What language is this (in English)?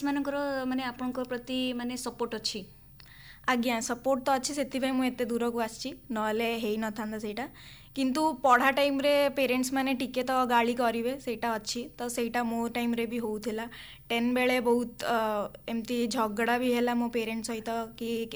Odia